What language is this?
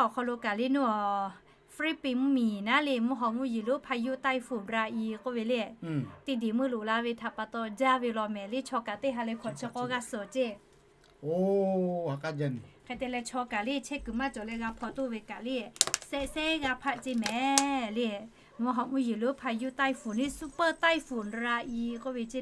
Lahu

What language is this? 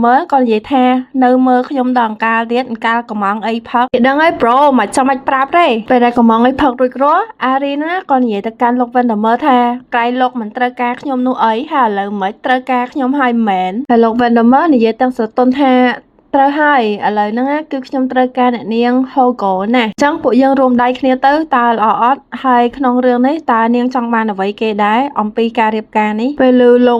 Khmer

